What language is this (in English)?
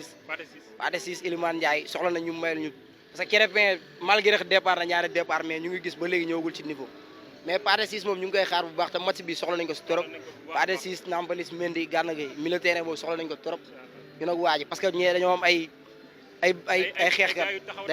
Wolof